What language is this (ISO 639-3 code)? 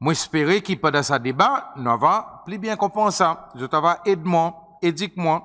crs